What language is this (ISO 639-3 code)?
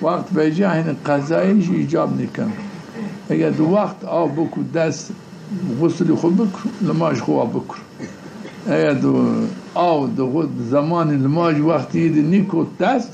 zza